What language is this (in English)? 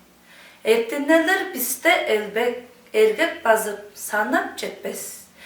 Tuvinian